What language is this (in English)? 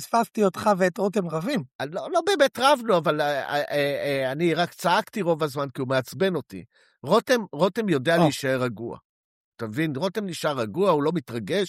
Hebrew